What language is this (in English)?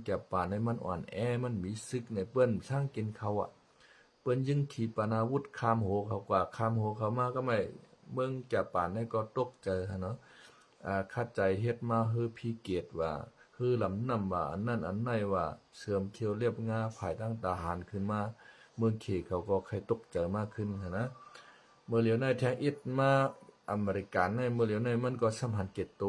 Shan